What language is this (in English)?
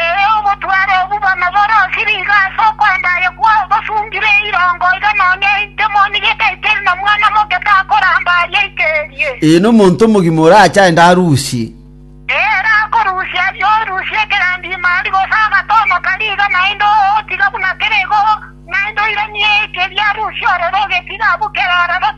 Gusii